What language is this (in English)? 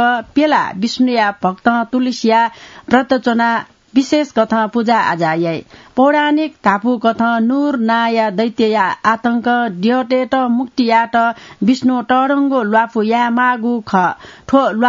Newari